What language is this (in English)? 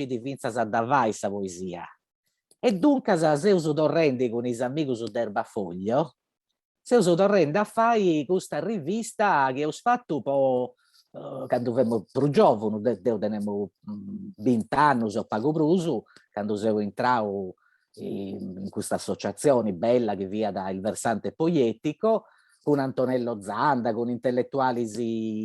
Sardinian